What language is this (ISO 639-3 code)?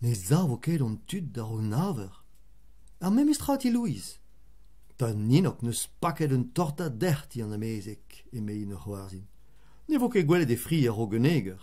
bre